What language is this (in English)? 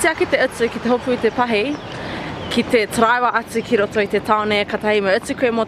Māori